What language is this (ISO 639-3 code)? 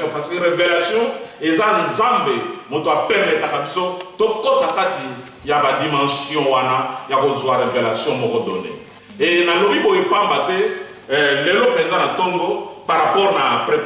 lin